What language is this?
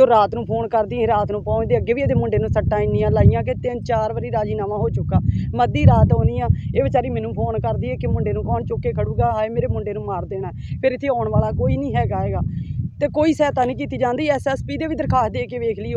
Punjabi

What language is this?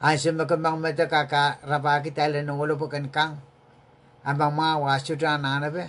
Pohnpeian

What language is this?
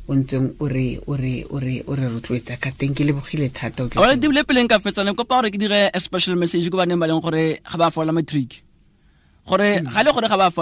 Tswana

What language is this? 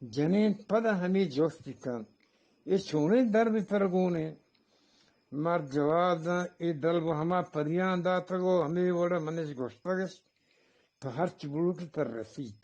Eastern Balochi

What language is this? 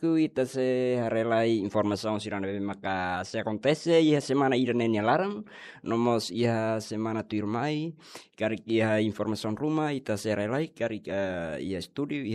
Tetum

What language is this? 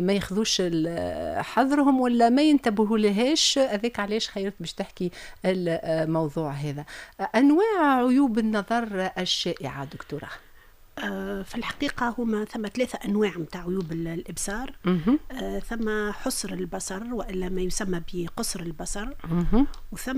Tunisian Arabic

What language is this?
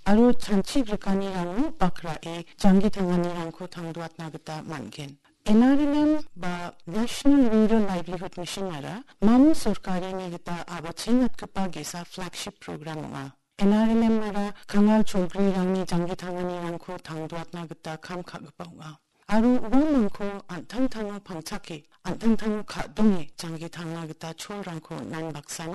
Garo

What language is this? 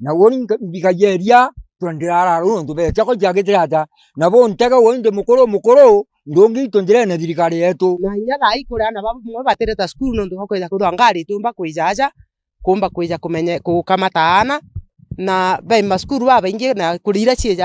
Meru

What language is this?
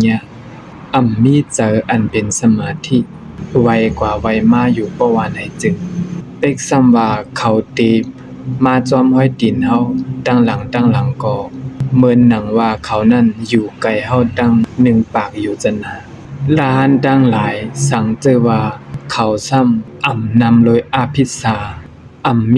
Shan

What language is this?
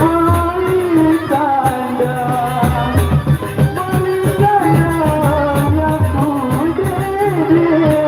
Sasak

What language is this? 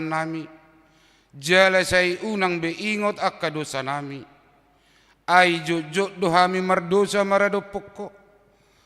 Batak Toba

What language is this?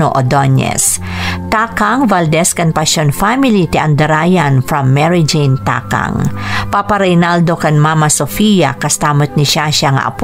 Iloko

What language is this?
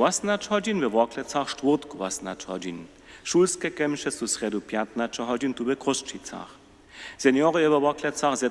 Upper Sorbian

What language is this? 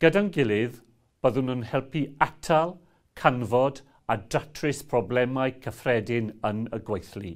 Welsh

